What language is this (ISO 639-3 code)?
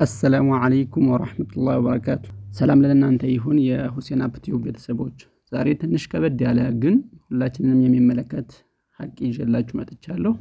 amh